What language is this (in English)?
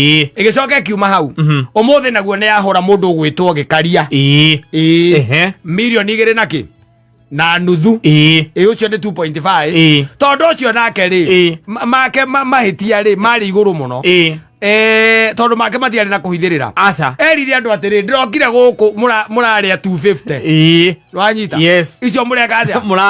Kikuyu